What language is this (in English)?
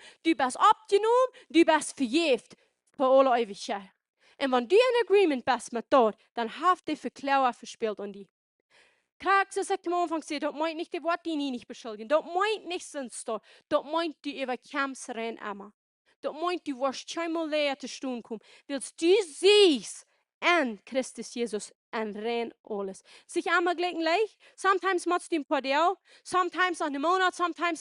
Plautdietsch